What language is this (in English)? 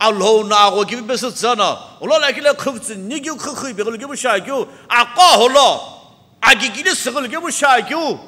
Sumi Naga